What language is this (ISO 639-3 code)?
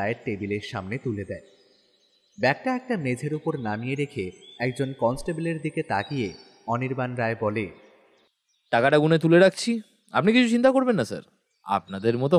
ben